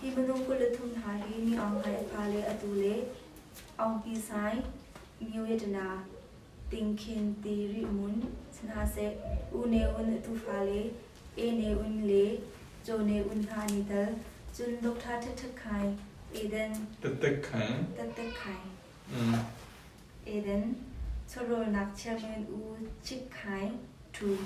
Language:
Hakha Chin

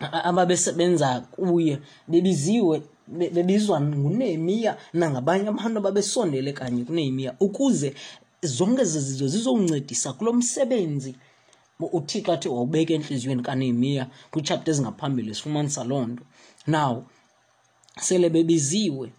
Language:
Xhosa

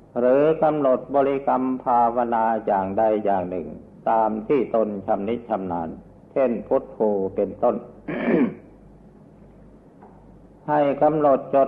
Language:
Thai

